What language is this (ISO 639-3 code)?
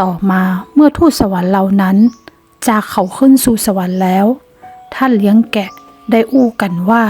nod